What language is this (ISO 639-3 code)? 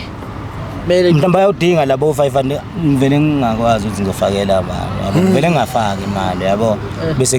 zul